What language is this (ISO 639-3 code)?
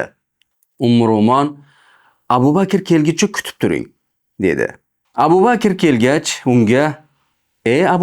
uzb